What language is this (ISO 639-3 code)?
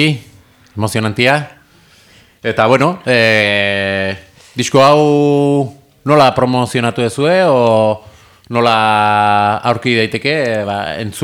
eus